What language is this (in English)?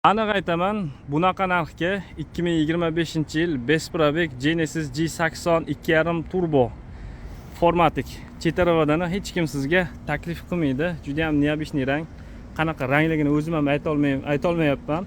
Uzbek